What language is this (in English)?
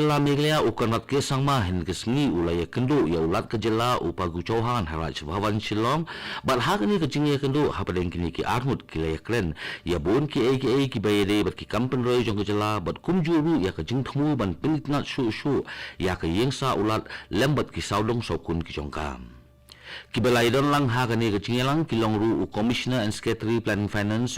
Khasi